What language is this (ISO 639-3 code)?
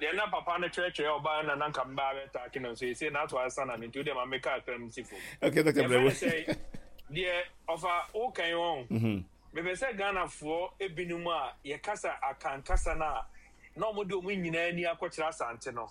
aka